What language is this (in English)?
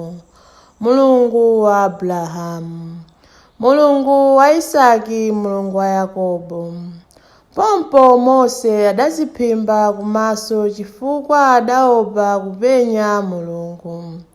Nyanja